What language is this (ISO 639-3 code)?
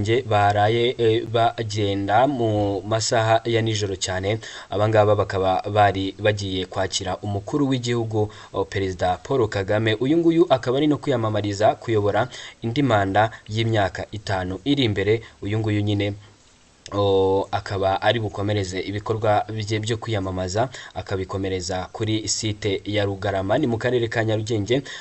kin